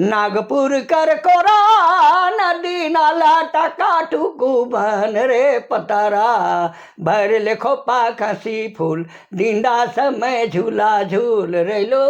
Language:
Sadri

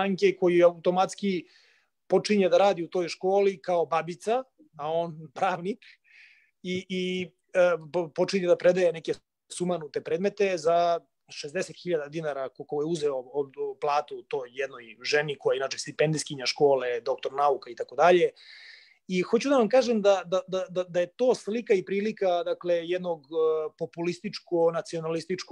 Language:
Serbian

